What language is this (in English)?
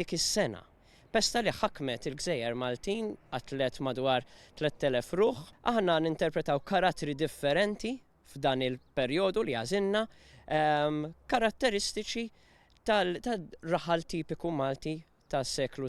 Maltese